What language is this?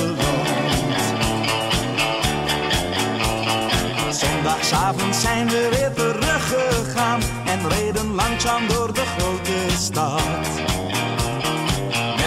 Dutch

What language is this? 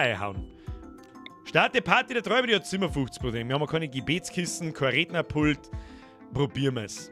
Bavarian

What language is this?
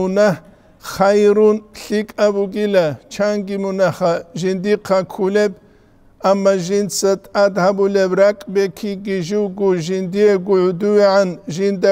Avaric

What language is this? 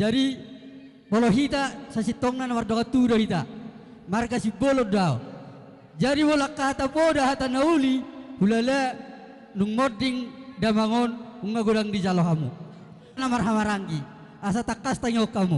Batak Toba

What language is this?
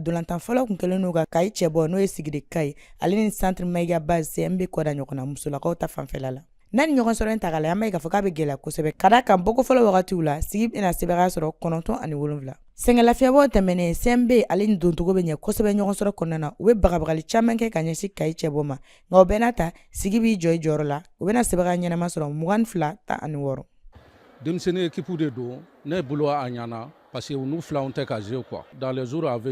Bambara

